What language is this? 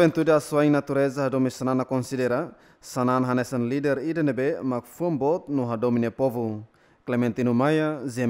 Tetum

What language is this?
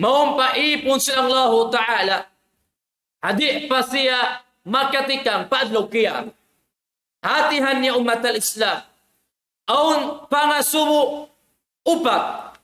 Tausug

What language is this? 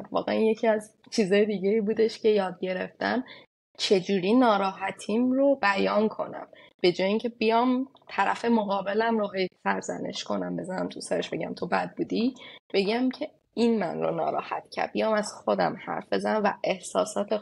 Persian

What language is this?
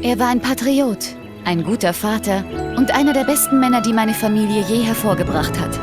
Bavarian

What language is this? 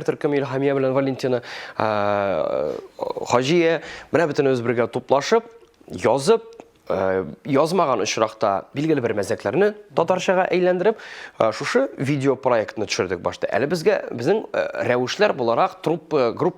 Tatar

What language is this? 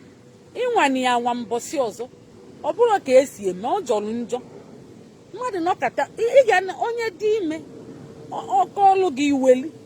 Igbo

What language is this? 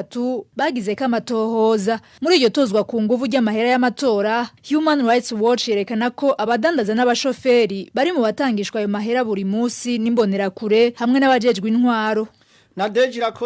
Rundi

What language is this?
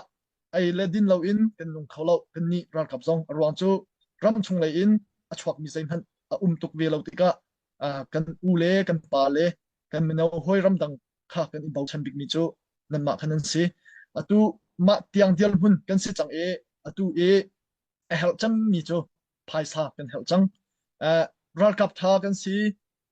Hakha Chin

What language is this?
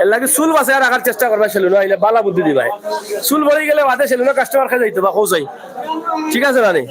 Sylheti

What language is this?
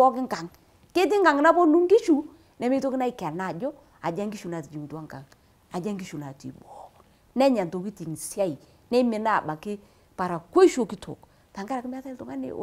Masai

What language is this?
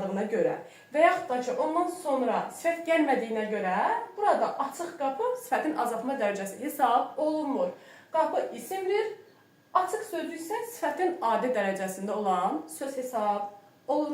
Azerbaijani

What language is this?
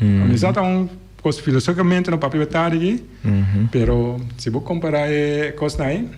Papiamento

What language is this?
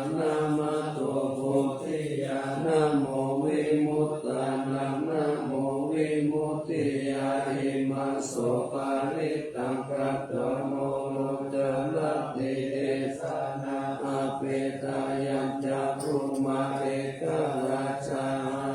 Pali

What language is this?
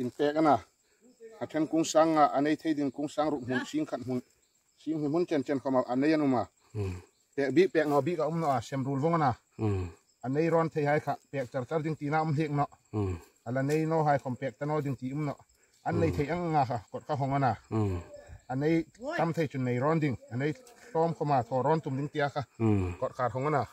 Hmar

